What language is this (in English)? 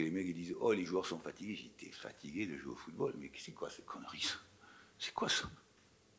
French